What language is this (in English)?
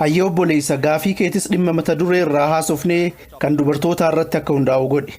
Oromo